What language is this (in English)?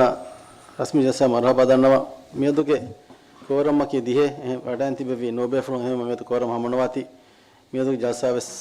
Divehi